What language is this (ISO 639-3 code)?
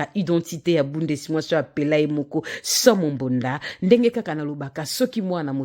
lin